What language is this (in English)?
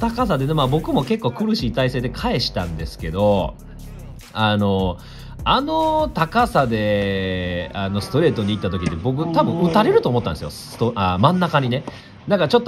Japanese